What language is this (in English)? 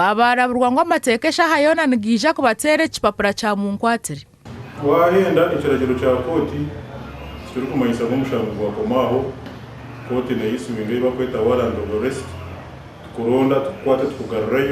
Nyankole